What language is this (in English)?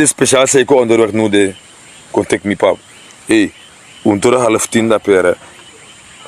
Sranan Tongo